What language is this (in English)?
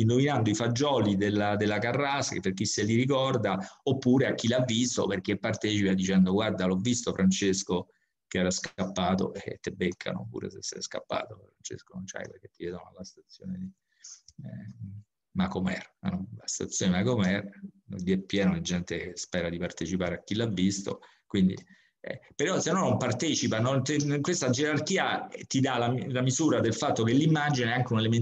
Italian